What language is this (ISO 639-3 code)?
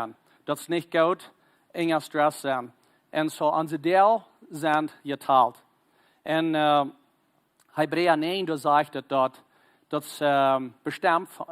pdt